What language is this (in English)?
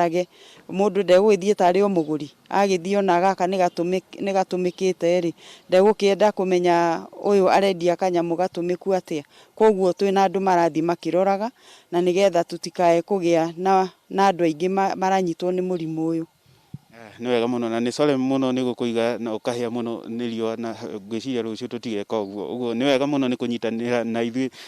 Kikuyu